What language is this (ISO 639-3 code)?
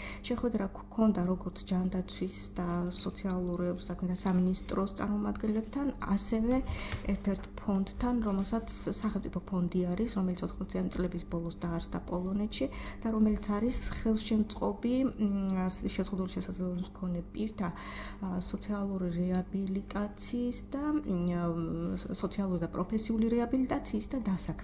kat